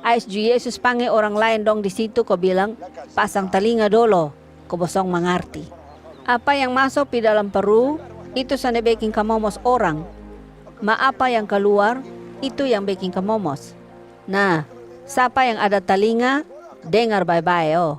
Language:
Kupang Malay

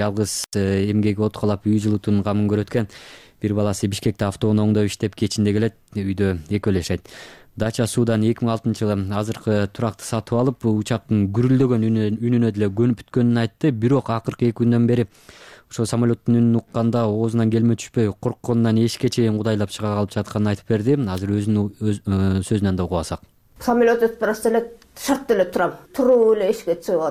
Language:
Kyrgyz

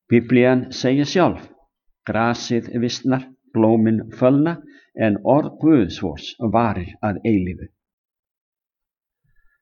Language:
Icelandic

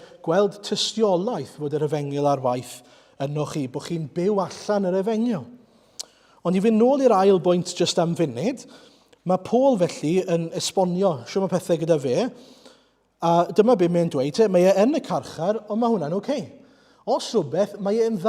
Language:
Welsh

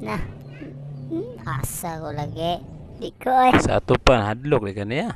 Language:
Cebuano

